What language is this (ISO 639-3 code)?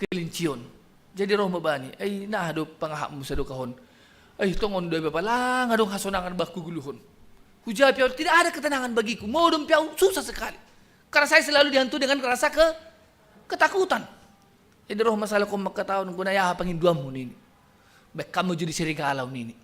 bts